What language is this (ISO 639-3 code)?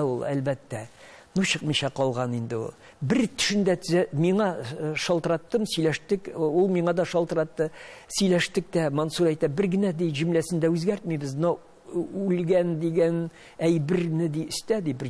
tat